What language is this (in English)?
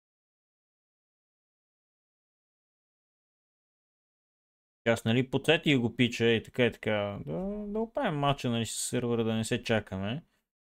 Bulgarian